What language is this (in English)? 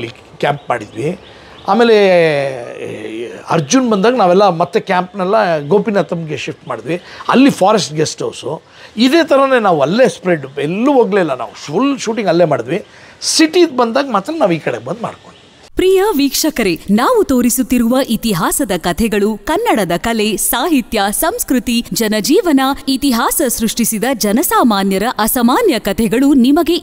Kannada